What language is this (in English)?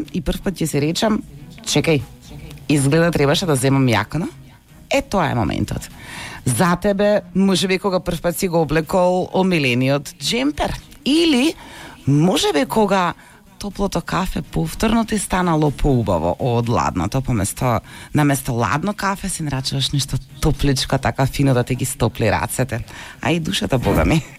Macedonian